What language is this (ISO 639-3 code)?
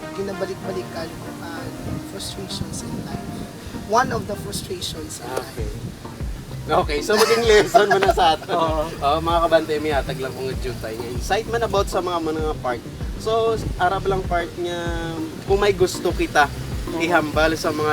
hil